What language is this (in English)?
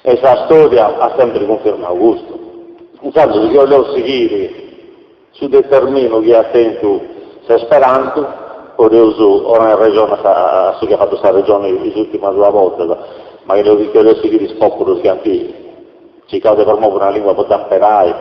Sardinian